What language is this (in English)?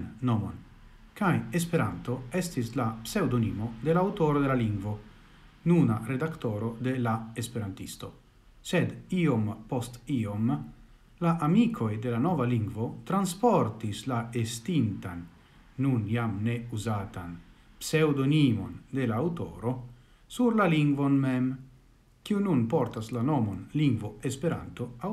Esperanto